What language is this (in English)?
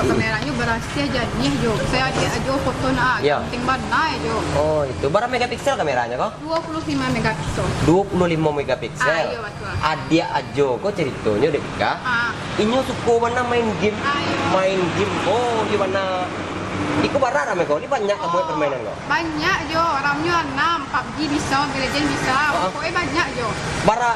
Minangkabau